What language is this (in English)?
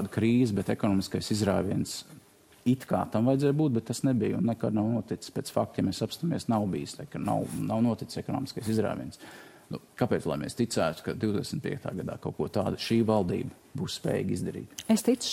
Latvian